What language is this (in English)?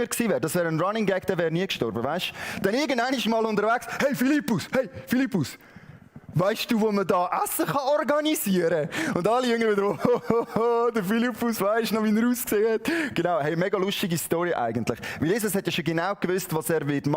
Swiss German